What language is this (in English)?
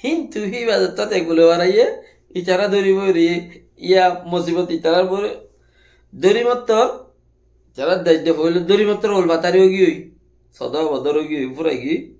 Rohingya